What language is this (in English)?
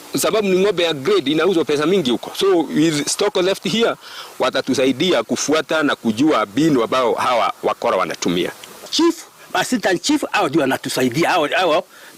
Gusii